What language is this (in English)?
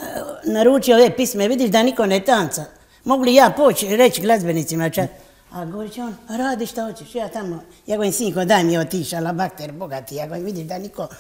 Croatian